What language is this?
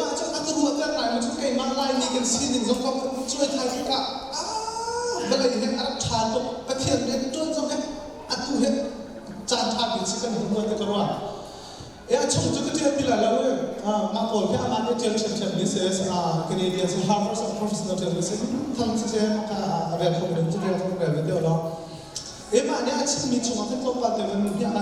Hakha Chin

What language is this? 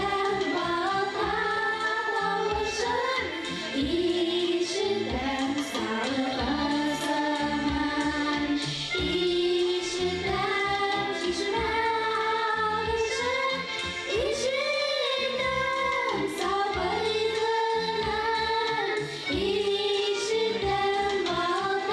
Bashkir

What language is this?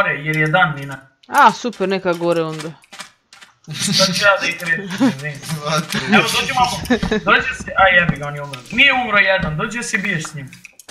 Croatian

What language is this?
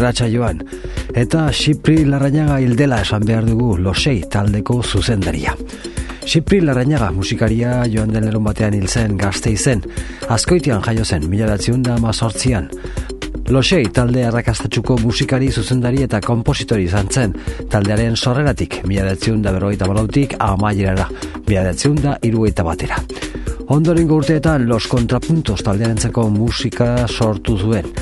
Basque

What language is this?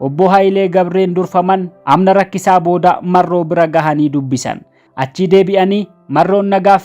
Oromo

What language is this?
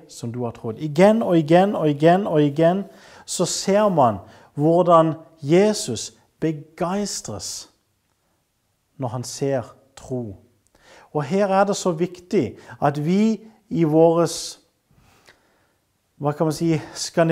Norwegian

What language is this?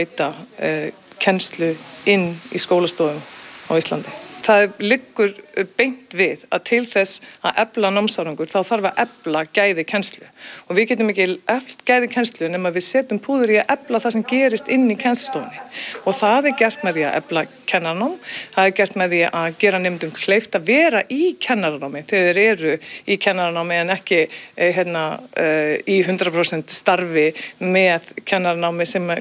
Icelandic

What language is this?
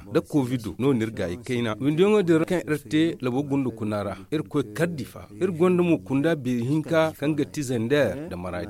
Zarma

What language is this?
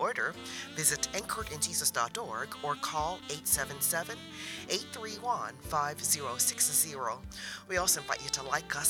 English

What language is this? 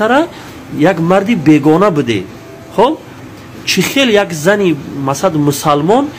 Tajik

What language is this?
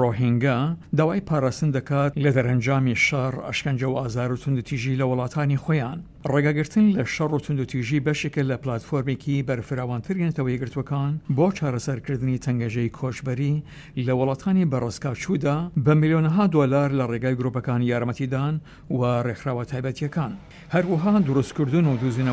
Central Kurdish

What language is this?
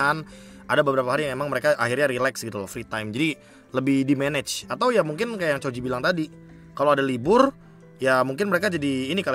Indonesian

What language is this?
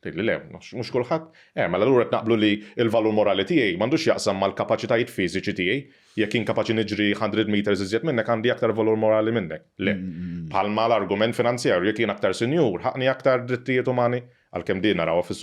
Maltese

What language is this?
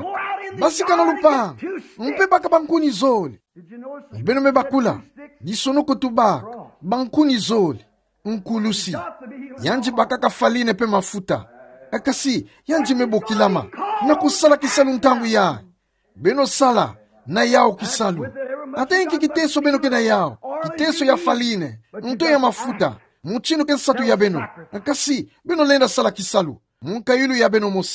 Kituba (Democratic Republic of Congo)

